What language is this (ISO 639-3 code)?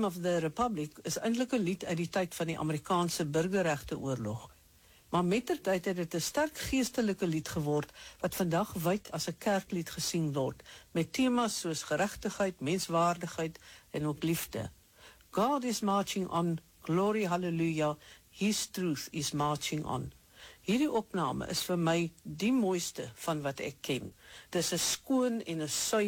afr